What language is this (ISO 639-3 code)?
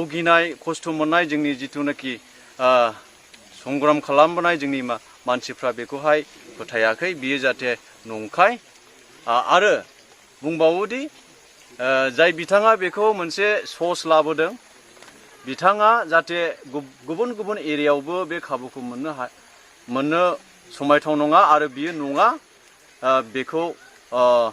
brx